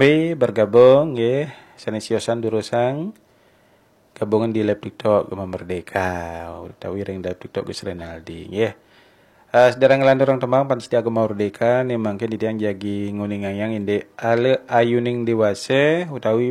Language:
Balinese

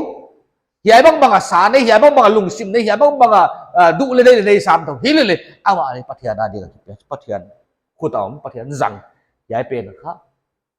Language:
Paite Chin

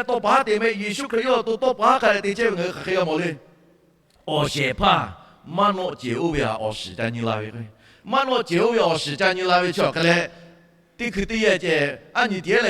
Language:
Lahu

